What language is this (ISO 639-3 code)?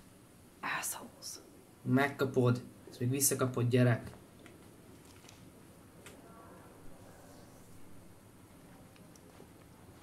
hun